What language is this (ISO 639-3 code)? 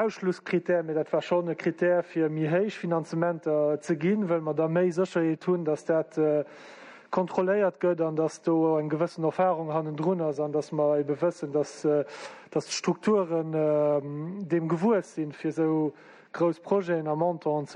ltz